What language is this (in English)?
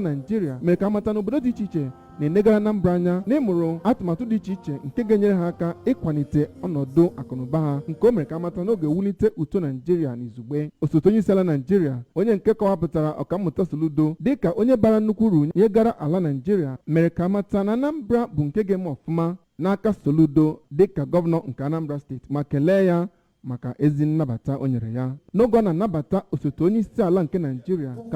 Igbo